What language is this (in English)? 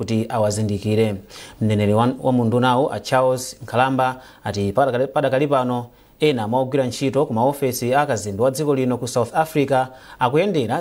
Nyanja